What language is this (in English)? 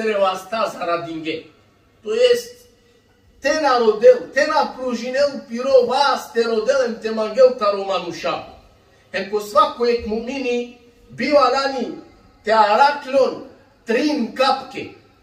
Balkan Romani